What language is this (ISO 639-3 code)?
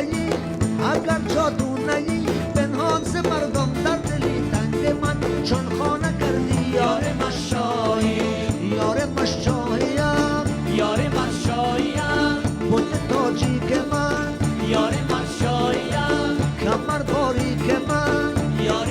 fas